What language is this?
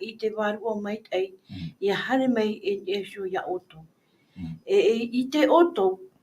Tahitian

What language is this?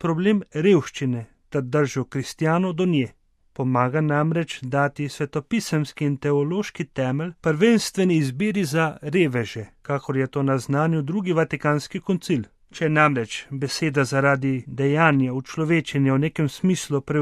Slovenian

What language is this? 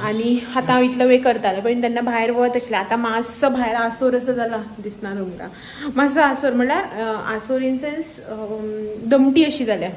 Konkani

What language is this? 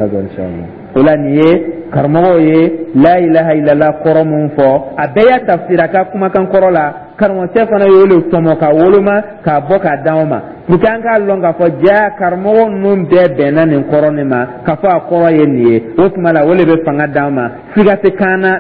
Dyula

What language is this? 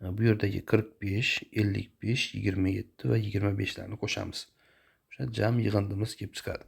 Uzbek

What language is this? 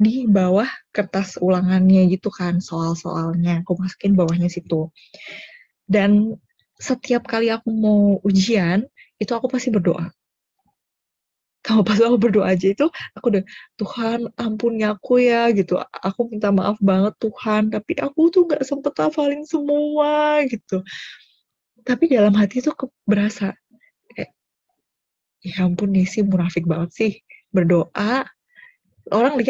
Indonesian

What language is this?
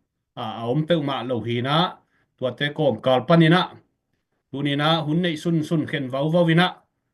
Tedim Chin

